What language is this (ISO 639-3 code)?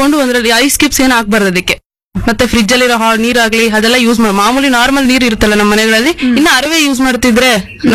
kan